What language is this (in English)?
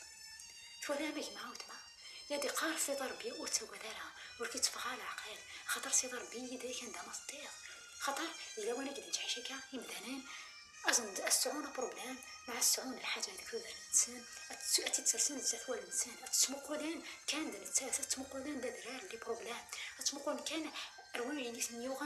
Kabyle